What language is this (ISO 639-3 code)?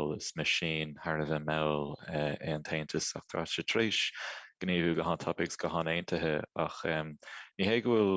gle